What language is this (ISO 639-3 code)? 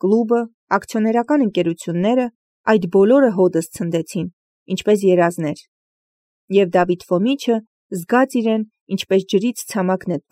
hye